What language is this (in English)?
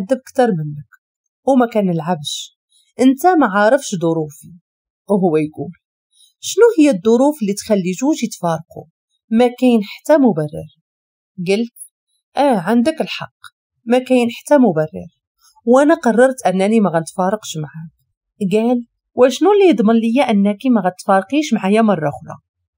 Moroccan Arabic